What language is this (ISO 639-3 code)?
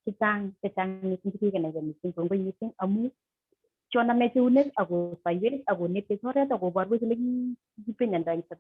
kln